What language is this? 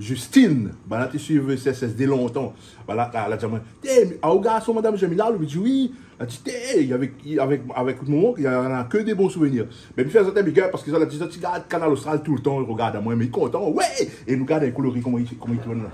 Réunion Creole French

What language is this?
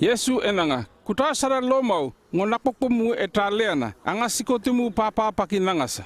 North Efate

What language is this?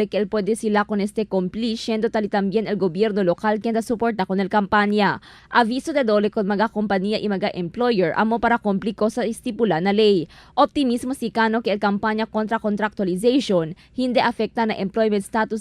Chavacano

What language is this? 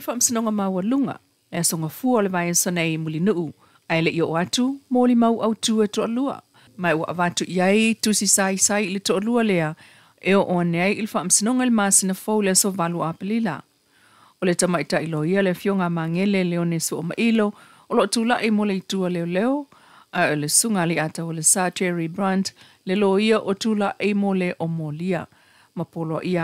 Samoan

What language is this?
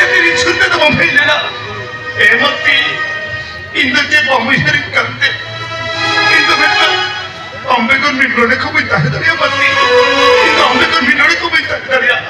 Santali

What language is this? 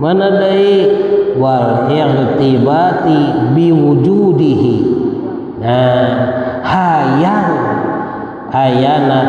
Sundanese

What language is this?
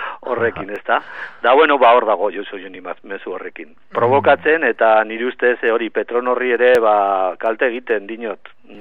Basque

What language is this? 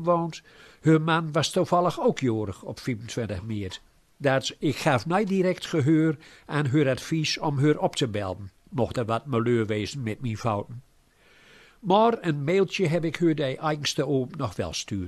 Gronings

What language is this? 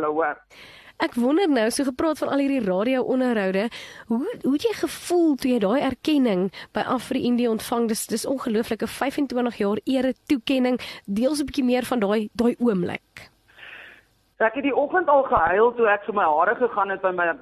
Afrikaans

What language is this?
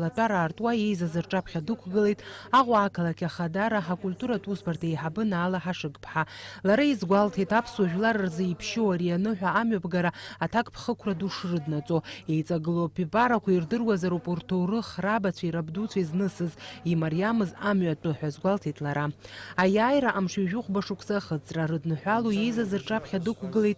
Abkhazian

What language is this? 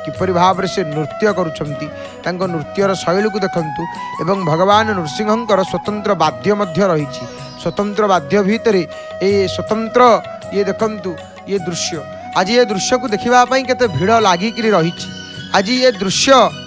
Odia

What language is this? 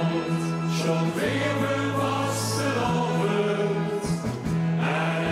Limburgish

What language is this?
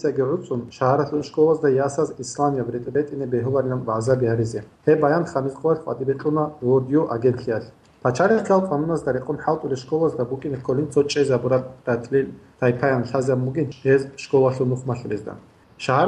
Avaric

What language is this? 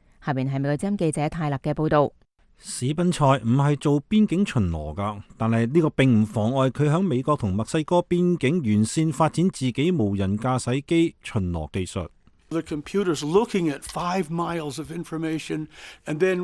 Cantonese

